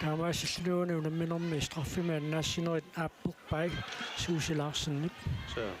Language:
Kalaallisut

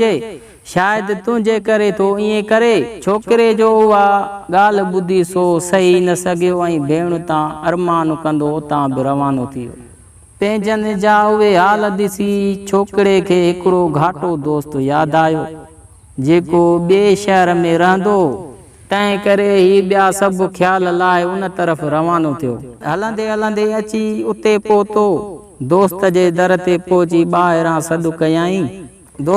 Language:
Sindhi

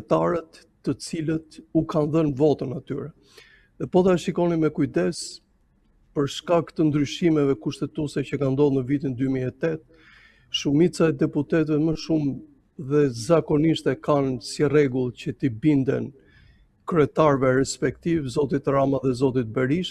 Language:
Albanian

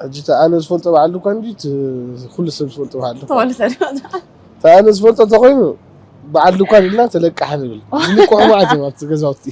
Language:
Tigrinya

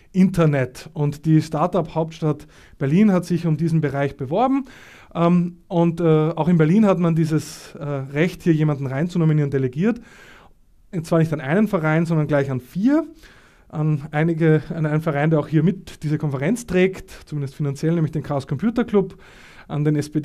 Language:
German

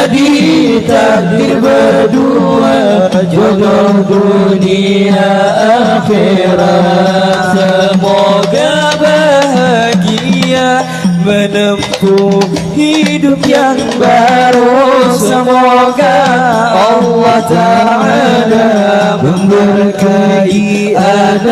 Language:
Banjar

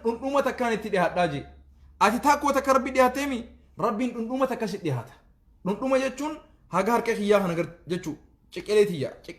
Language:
Oromo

